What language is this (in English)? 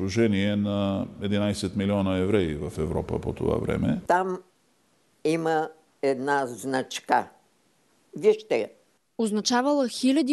Bulgarian